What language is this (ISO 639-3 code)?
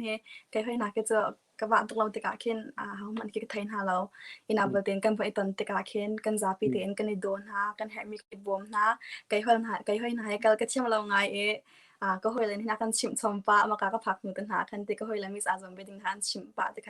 cnh